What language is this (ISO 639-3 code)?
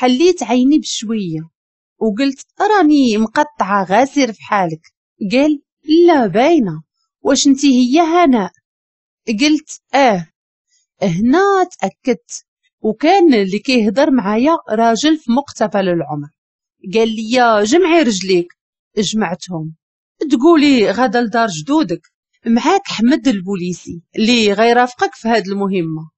ary